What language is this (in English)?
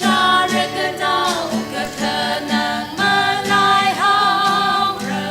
Tangkhul Naga (India)